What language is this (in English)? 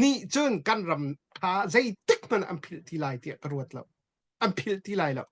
Hakha Chin